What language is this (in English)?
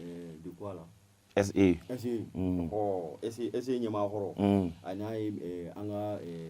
Bambara